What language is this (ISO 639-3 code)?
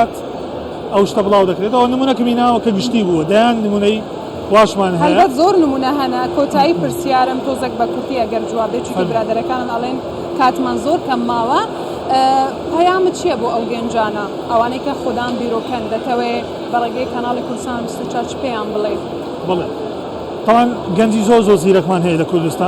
ckb